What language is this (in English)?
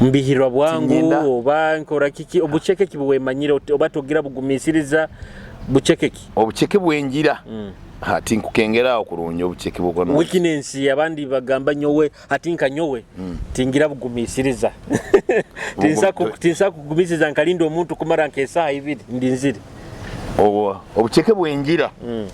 Nyoro